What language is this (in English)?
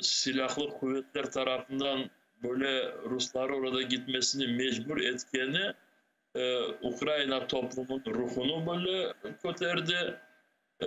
Crimean Tatar